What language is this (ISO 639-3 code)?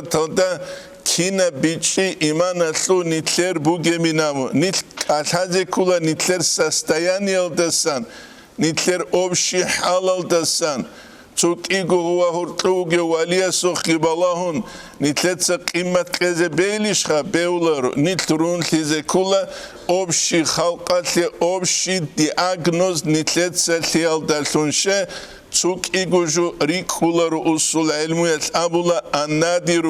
ava